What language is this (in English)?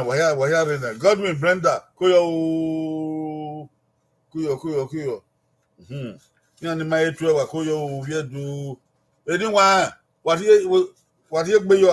Bini